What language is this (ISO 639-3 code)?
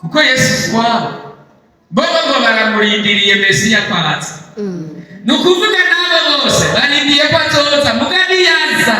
run